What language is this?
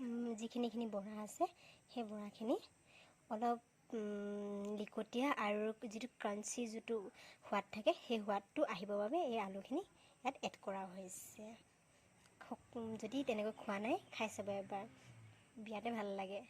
Assamese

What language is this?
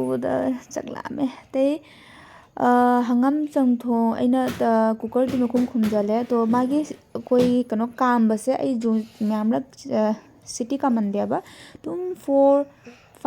Manipuri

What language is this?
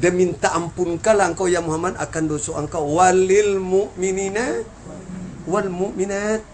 Minangkabau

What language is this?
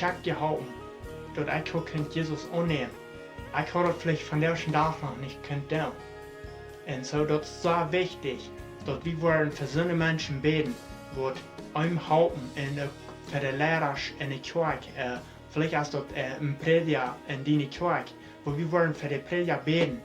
Plautdietsch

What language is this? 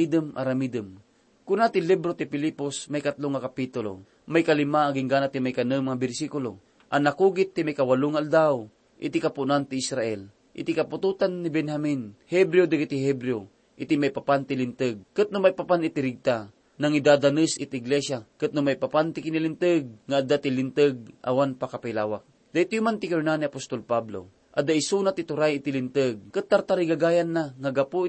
Iloko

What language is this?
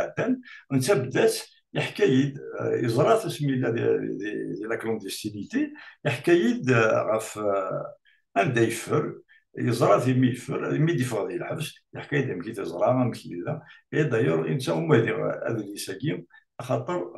Kabyle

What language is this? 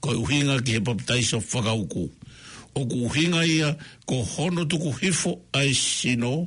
Tongan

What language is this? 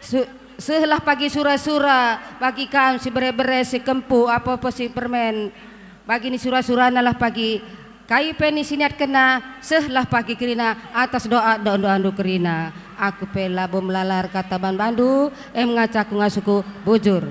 Batak Karo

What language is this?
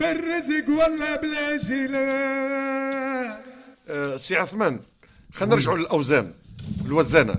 Tunisian Arabic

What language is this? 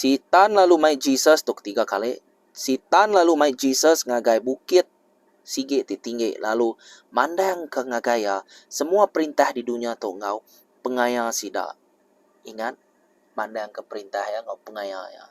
Iban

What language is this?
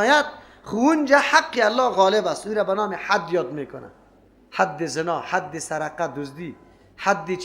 Persian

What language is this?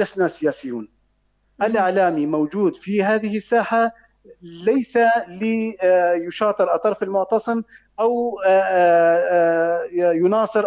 North Levantine Arabic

